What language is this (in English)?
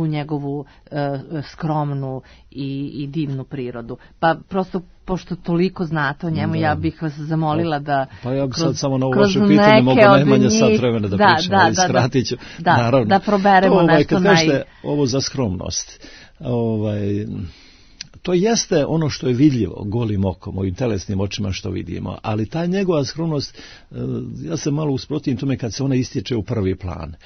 Serbian